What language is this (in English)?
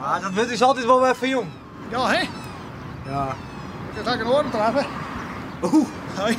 Western Frisian